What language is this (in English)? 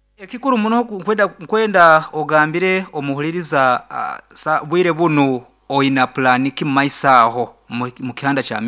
Nyoro